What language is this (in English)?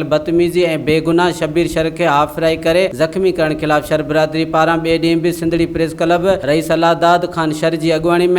Sindhi